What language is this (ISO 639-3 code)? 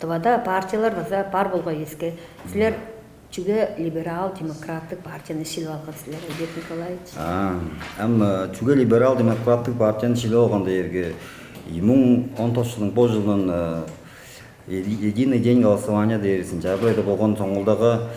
tyv